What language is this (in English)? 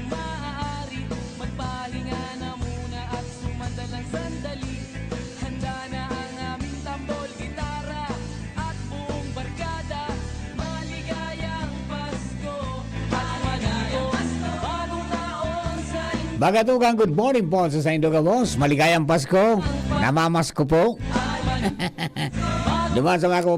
Bikol